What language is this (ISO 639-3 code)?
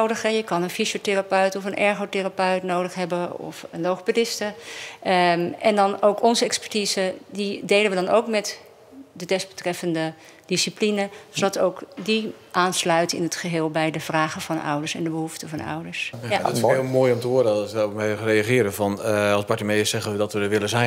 nld